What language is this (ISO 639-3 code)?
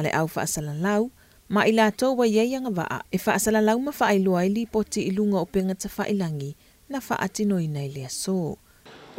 smo